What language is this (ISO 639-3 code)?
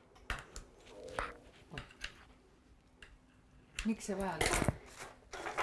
est